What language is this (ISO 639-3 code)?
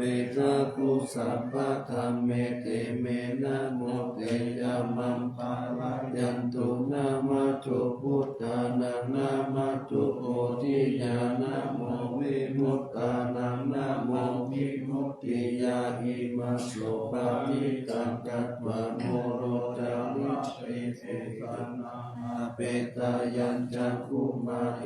pli